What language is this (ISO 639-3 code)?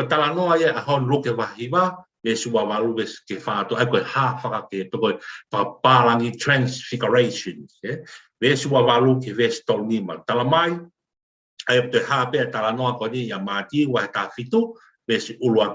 ton